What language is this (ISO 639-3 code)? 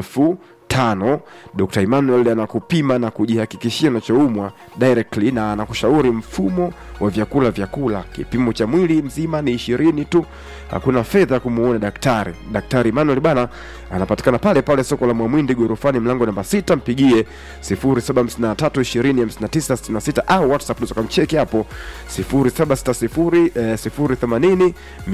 swa